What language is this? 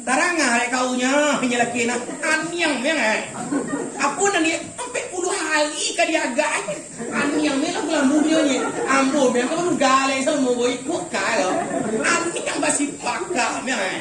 Minangkabau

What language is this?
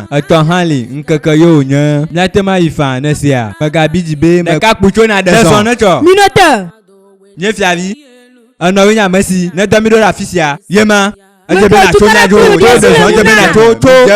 Ewe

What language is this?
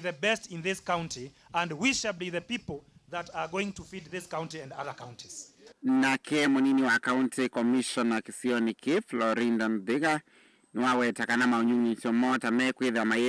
Kamba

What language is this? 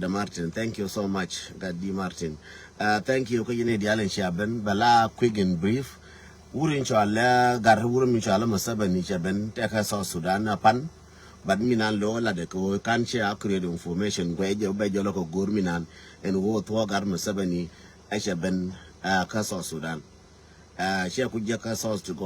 Nuer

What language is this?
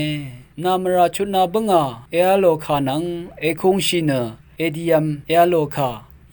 Rawang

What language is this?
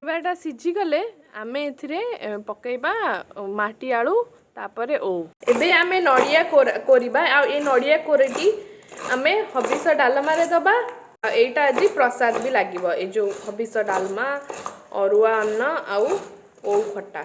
Odia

